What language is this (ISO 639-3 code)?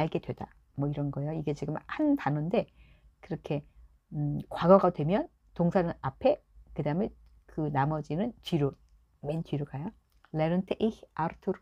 kor